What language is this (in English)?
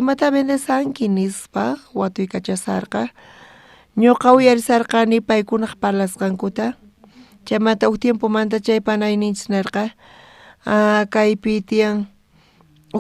South Bolivian Quechua